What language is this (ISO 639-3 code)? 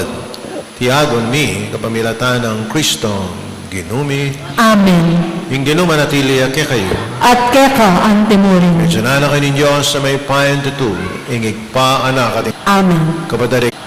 pam